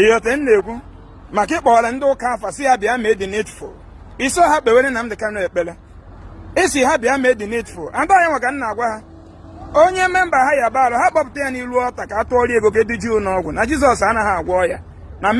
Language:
Igbo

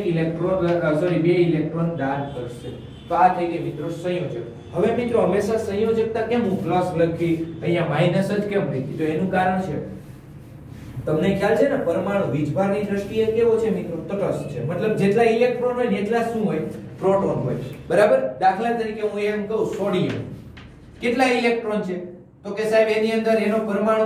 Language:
Gujarati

